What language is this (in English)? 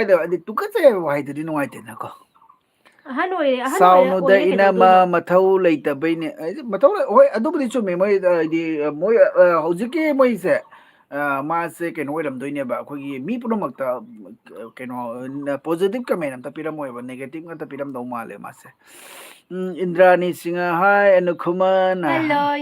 Manipuri